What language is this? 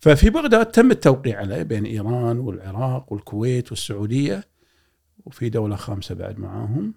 Gulf Arabic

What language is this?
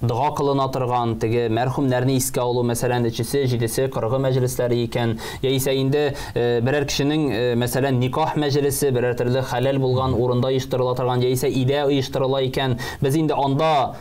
Tatar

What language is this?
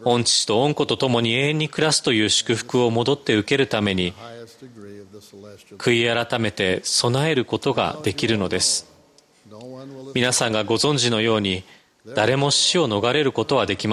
Japanese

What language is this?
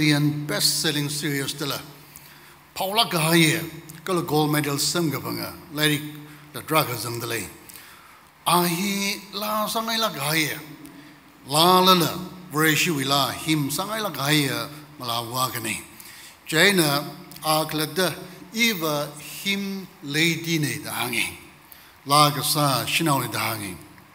Tangkhul Naga (India)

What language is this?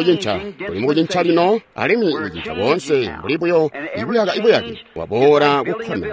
Tonga (Zambia)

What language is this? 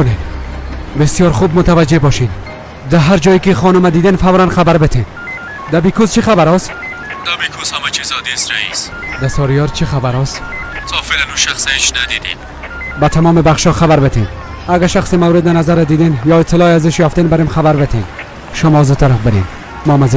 Persian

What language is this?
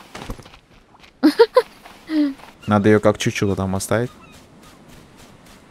Russian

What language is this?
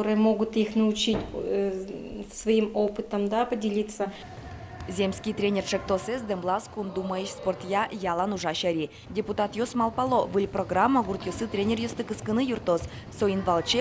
Udmurt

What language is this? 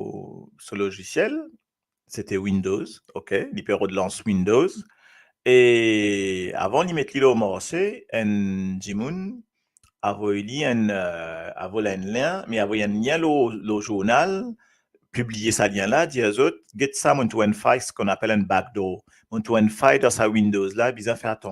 Morisyen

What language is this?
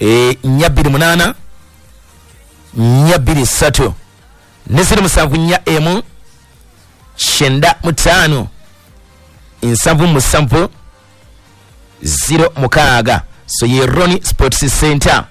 Ganda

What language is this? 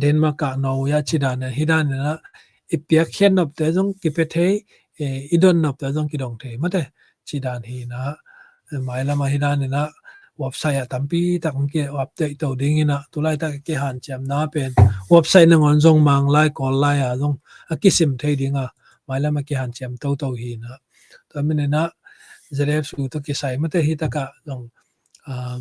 Tedim Chin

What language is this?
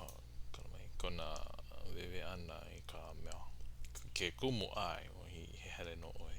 Hawaiian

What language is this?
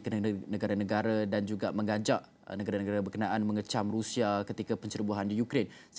Malay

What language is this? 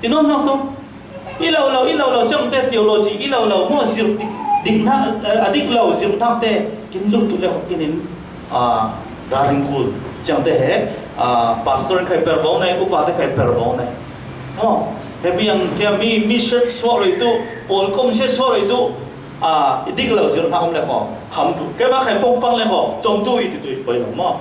Falam Chin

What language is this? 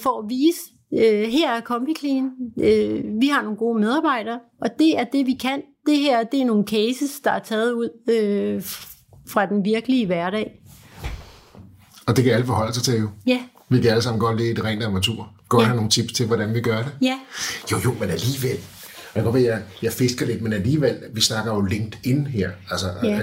Danish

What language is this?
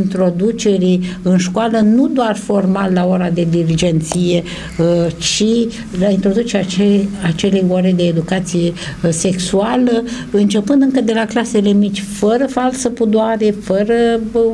Romanian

